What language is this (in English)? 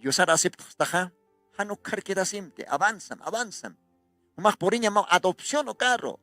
Aymara